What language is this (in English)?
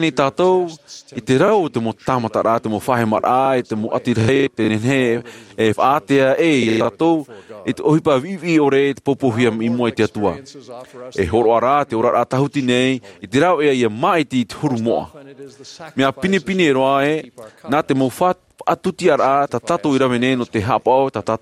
Tahitian